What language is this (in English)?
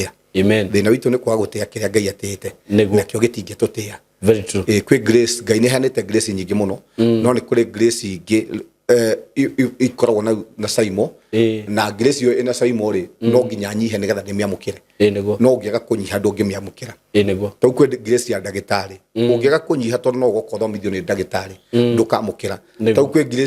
Kikuyu